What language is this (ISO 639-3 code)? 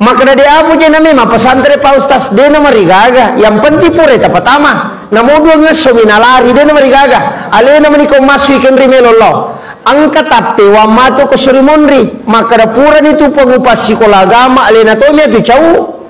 bug